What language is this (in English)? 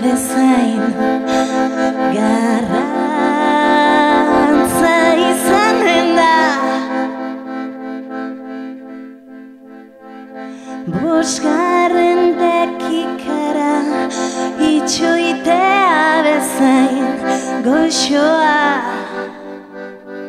Basque